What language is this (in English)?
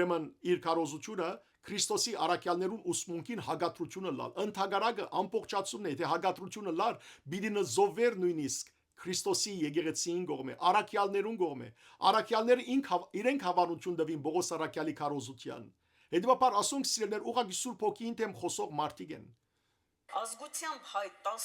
Western Armenian